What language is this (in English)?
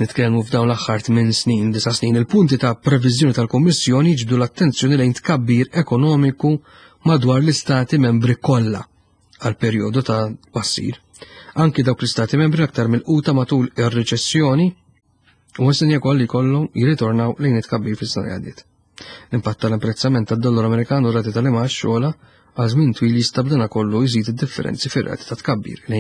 Maltese